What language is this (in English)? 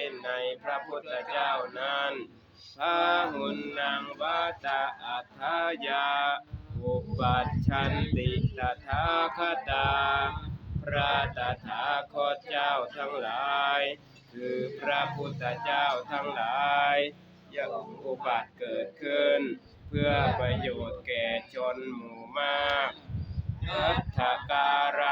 Northeastern Thai